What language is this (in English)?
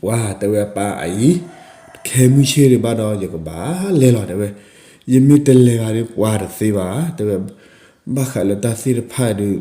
S'gaw Karen